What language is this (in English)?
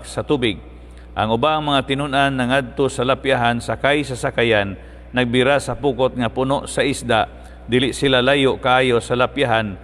Cebuano